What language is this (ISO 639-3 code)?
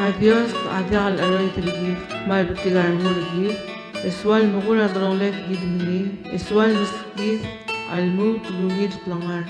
pau